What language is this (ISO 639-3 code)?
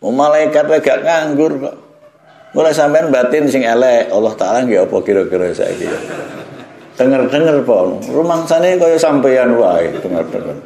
jav